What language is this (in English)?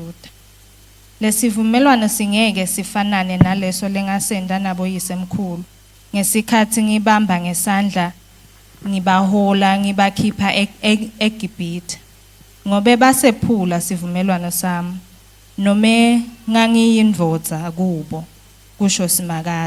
Swati